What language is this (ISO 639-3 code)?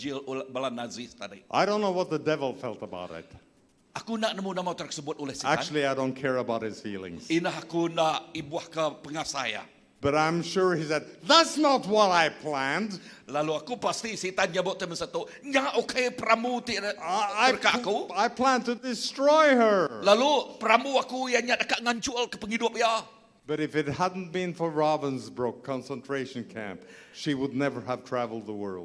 iba